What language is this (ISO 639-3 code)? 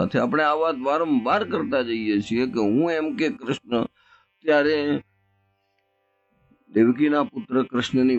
guj